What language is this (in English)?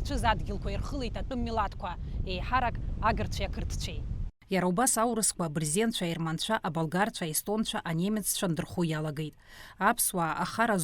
Abkhazian